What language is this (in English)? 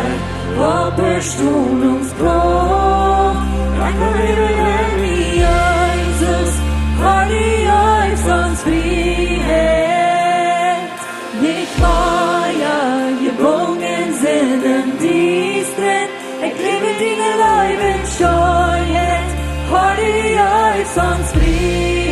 Plautdietsch